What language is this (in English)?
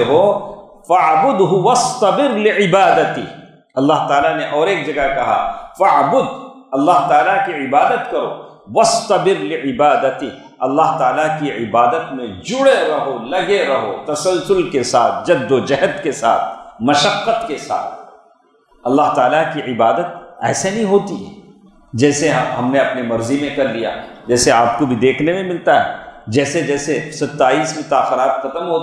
Urdu